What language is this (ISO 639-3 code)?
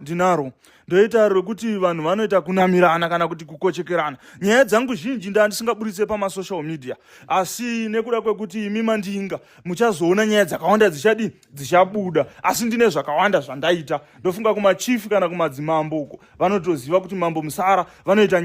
sna